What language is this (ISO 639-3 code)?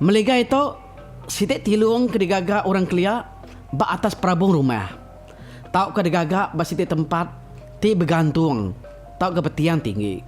iba